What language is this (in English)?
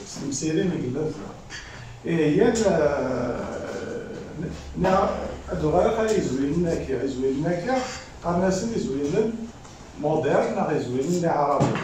Kabyle